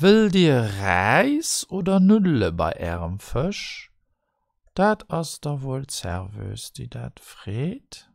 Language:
Luxembourgish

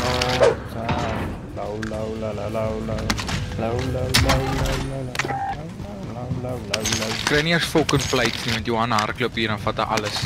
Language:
Afrikaans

